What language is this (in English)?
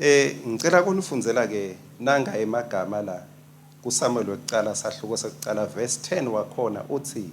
Swati